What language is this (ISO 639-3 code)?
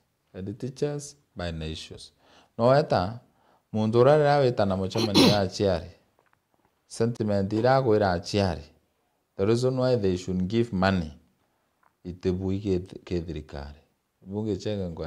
mer